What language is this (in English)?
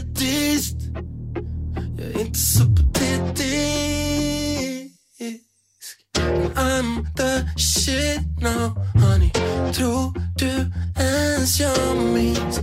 Swedish